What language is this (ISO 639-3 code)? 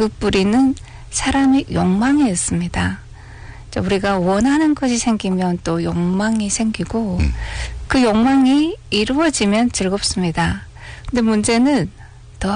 kor